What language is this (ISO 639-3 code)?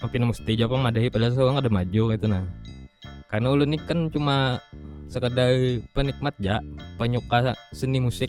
bjn